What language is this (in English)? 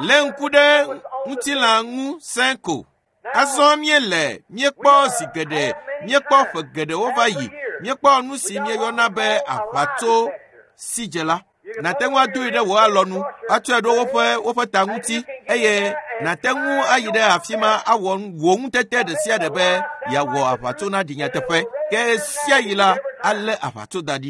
Ewe